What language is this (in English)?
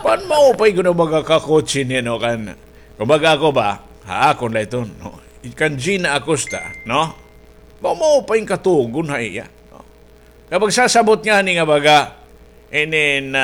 Waray